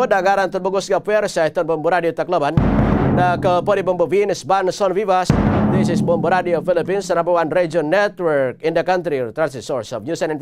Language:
Waray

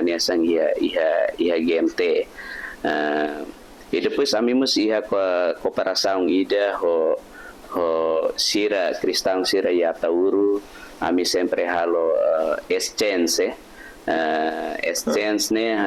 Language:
Tetum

